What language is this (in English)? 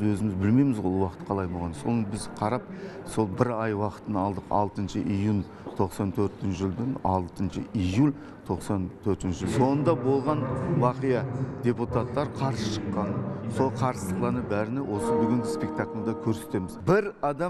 Kazakh